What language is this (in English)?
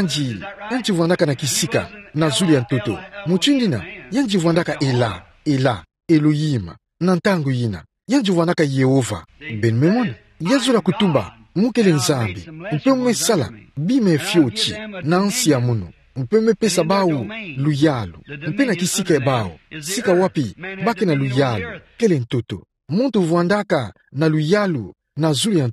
Kituba (Democratic Republic of Congo)